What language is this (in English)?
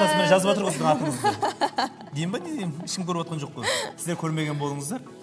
Kazakh